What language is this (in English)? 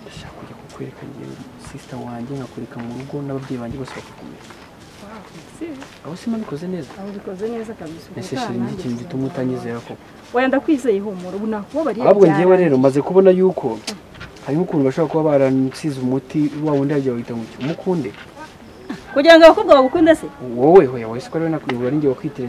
Kinyarwanda